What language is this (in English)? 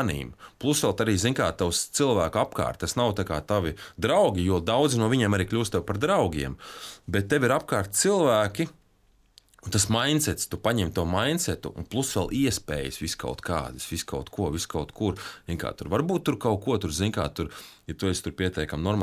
Latvian